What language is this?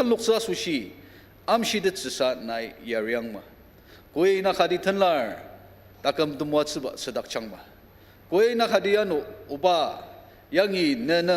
Ao Naga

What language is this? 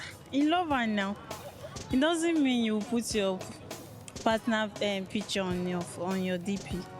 Nigerian Pidgin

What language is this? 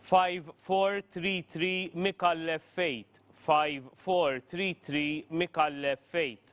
English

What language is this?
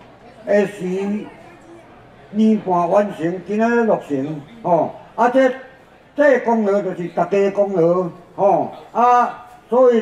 Min Nan Chinese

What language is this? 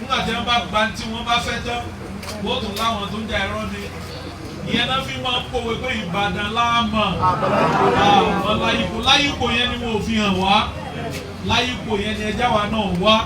Yoruba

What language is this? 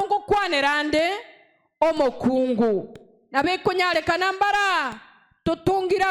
Gusii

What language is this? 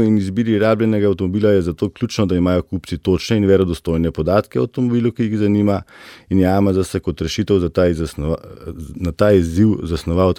Slovenian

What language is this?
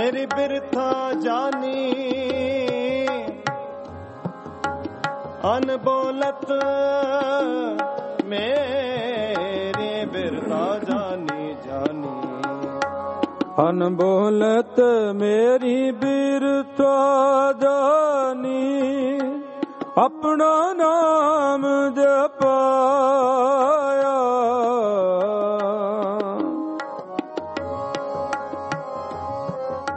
Punjabi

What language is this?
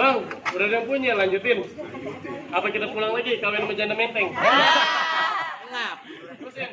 Betawi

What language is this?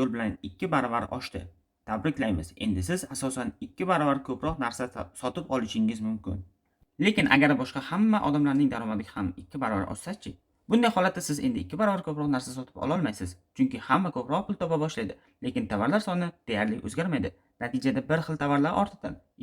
Uzbek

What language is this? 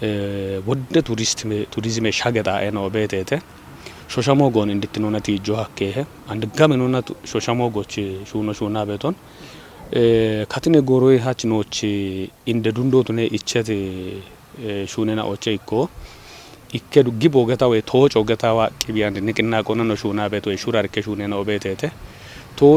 Kafa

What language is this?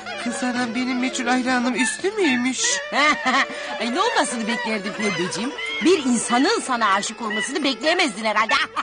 Turkish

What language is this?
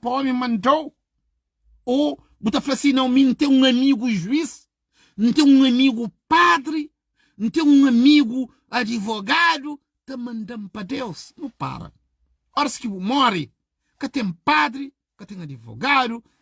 Kabuverdianu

